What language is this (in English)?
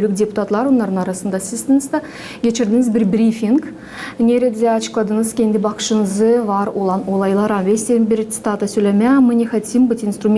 Gagauz